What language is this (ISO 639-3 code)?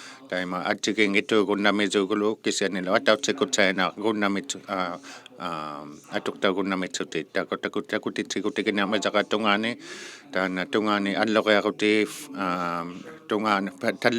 iku